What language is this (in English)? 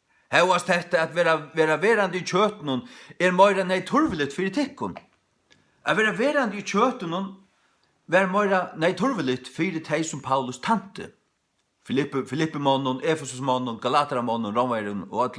Faroese